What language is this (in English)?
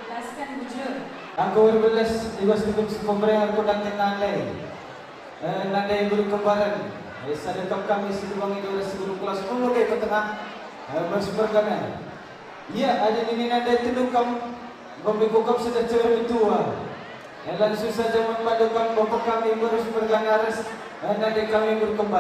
Batak Karo